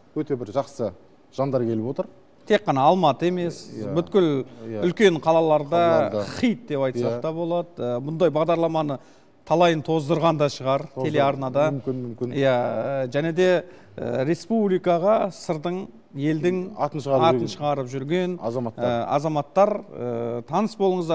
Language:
Kazakh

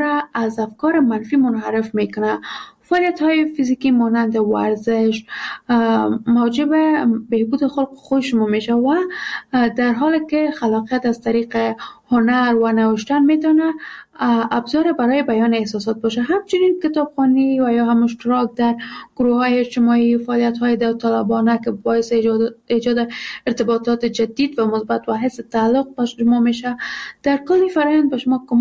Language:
Persian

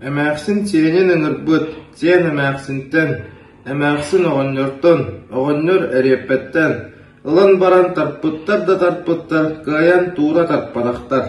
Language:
Yakut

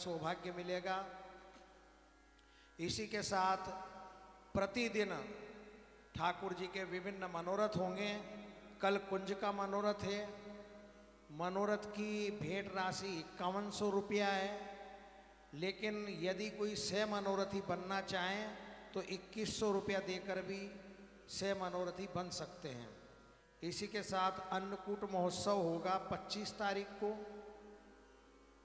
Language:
Hindi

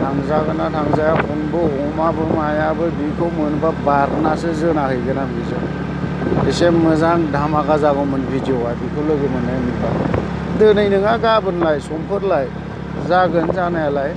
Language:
Bodo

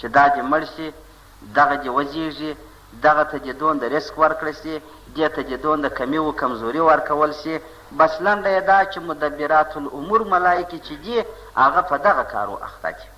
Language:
Pashto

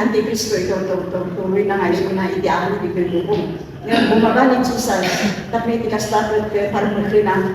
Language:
Iloko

